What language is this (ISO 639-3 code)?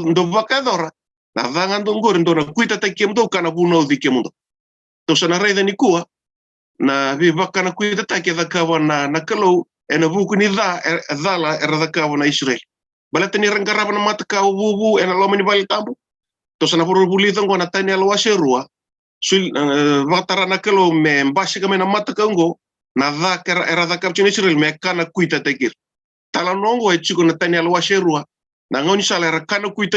fij